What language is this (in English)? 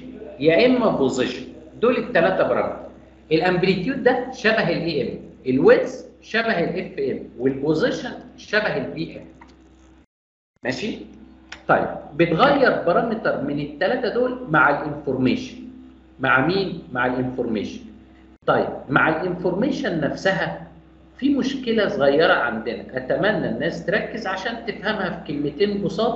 Egyptian Arabic